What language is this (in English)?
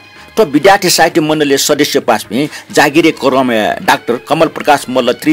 Newari